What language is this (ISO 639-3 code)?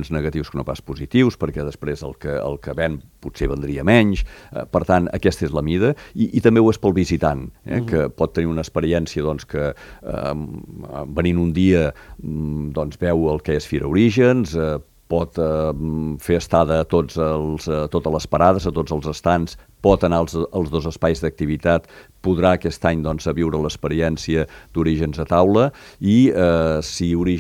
cat